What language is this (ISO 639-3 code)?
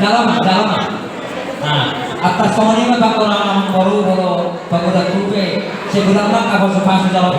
bbc